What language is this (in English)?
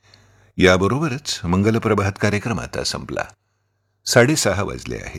Marathi